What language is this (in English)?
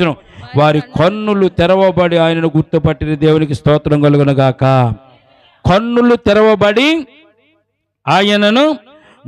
Telugu